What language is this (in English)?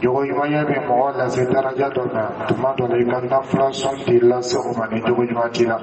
Dyula